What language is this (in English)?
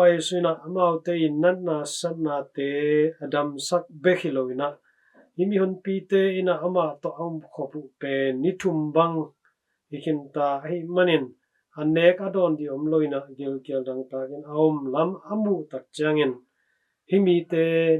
Tedim Chin